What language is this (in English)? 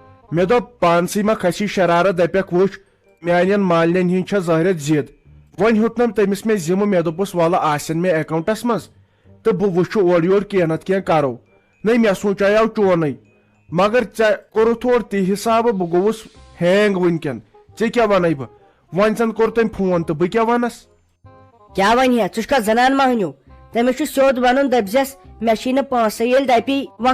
Kashmiri